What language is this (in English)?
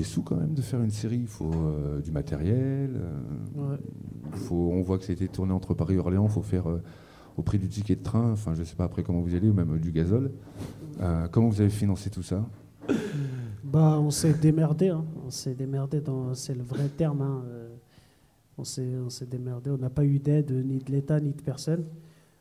French